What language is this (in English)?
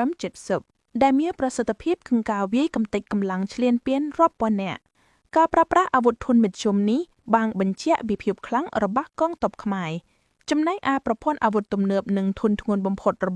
Khmer